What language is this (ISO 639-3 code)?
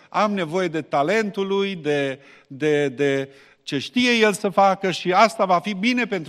ron